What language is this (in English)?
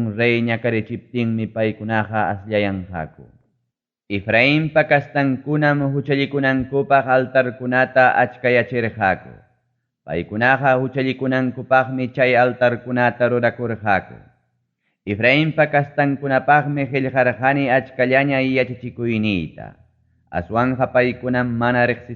Ayacucho Quechua